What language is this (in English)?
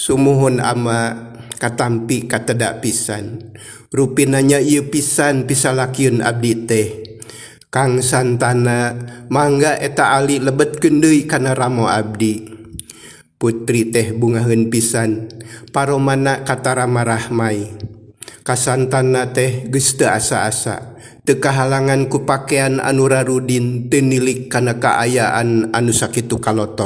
Sundanese